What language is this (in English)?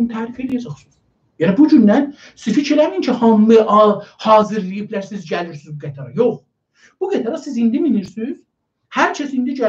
South Azerbaijani